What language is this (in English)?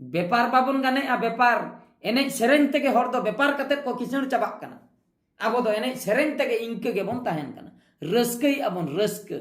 Santali